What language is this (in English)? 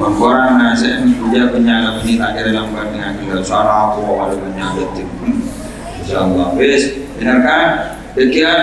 Madurese